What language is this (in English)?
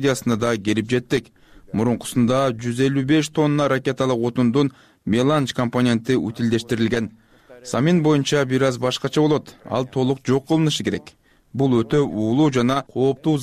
Kyrgyz